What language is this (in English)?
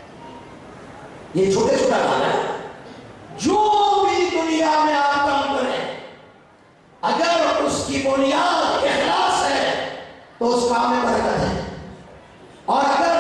Urdu